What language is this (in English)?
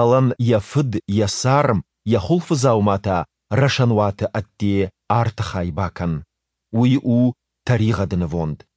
Ossetic